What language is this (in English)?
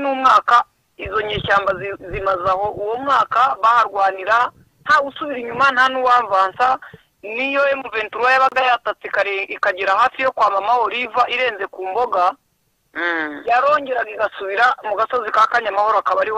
Kinyarwanda